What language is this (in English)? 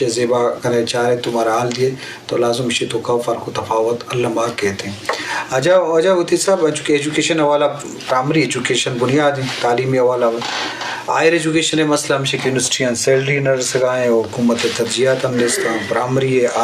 Eastern Balochi